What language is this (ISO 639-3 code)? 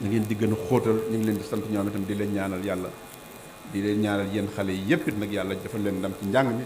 wol